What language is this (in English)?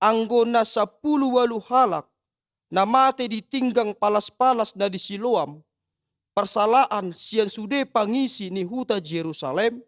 Batak Toba